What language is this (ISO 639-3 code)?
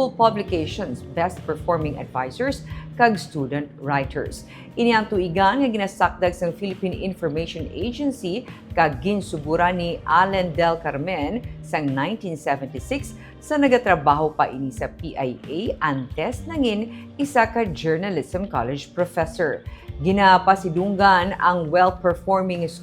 hil